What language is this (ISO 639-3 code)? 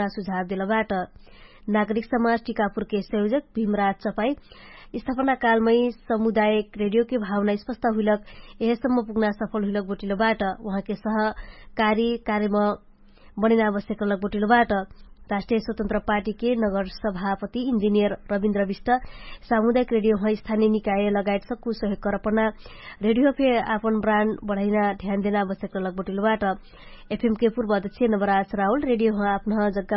thl